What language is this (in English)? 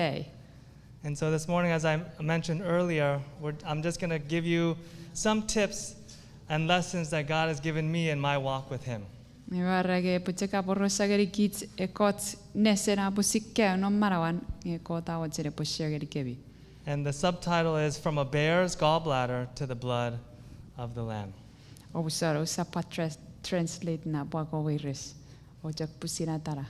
Chuukese